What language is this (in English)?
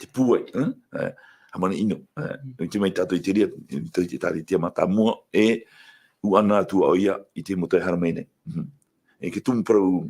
Tahitian